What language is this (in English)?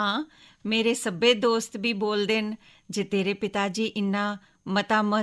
Dogri